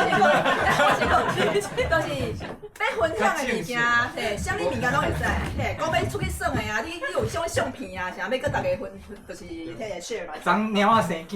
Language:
Min Nan Chinese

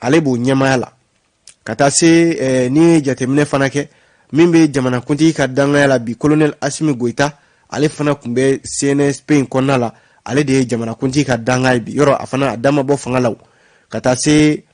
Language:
Bambara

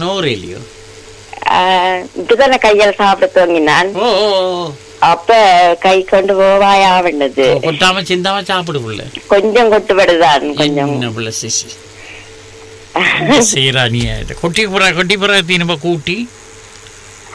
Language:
Tamil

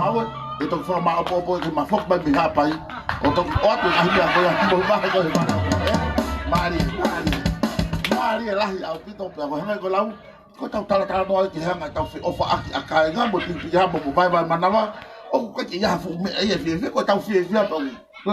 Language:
Tongan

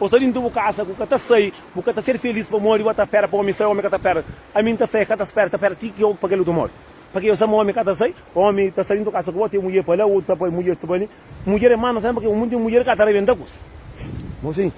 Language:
Kabuverdianu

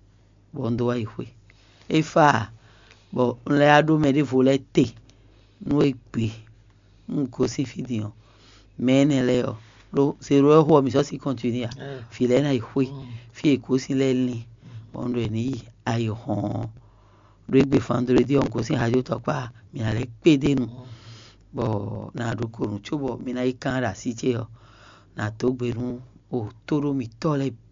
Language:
Fon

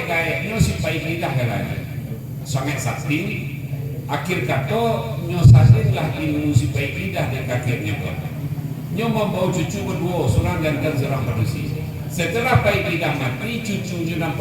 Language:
Minangkabau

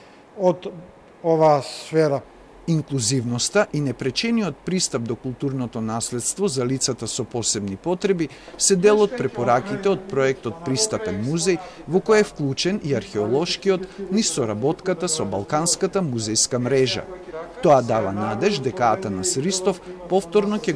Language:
Macedonian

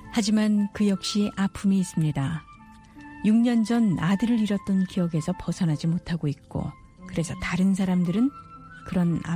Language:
Korean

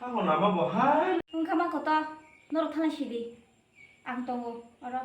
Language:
Kok Borok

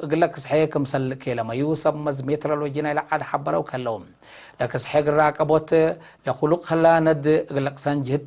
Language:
Tigre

